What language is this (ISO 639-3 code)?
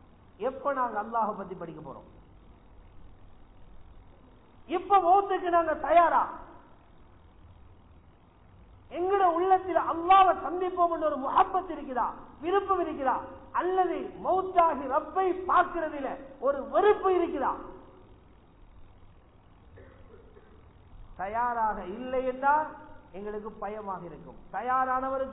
tam